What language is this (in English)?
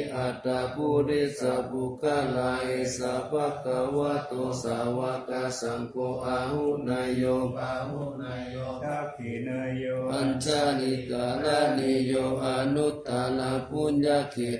Pali